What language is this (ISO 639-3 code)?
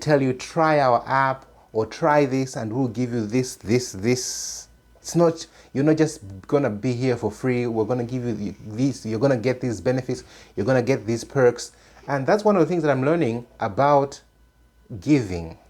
eng